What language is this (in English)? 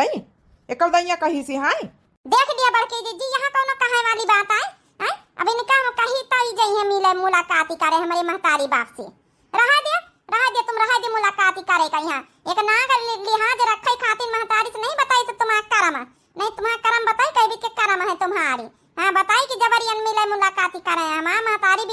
Awadhi